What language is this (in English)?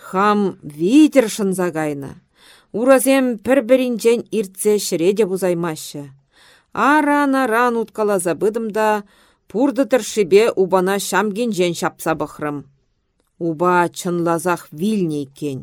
Chuvash